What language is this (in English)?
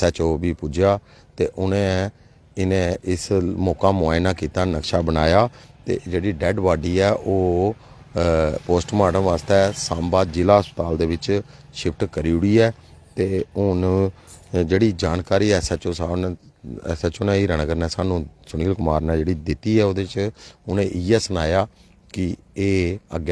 Dogri